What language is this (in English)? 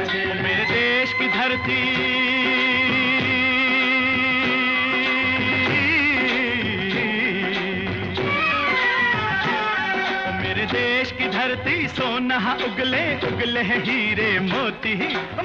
Hindi